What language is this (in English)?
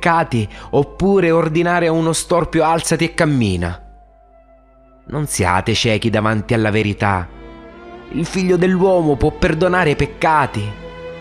Italian